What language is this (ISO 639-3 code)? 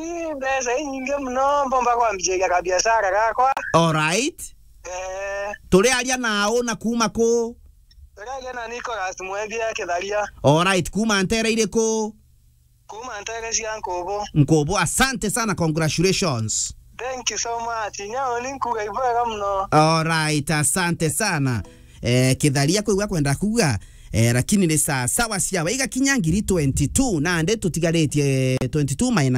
mer